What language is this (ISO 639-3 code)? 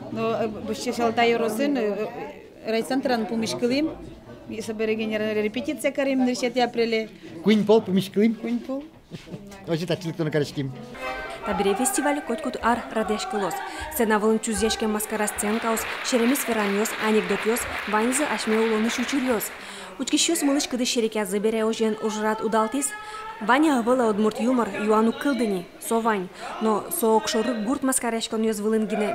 udm